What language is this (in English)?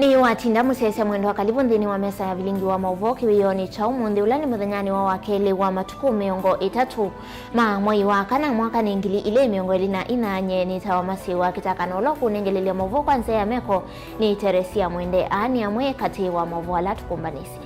Kamba